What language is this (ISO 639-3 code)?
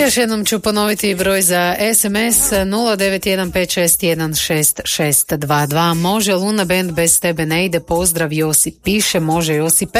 hrv